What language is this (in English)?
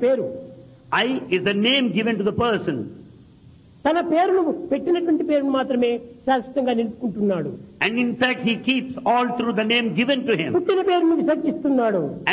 Telugu